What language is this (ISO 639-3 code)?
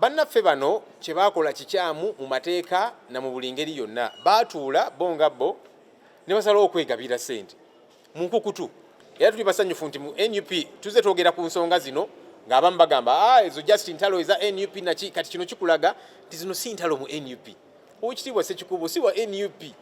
lug